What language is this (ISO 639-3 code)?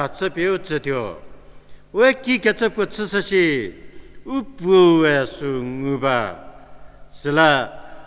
njm